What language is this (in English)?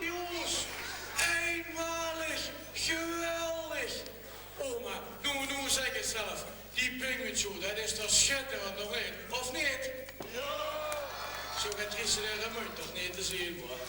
Limburgish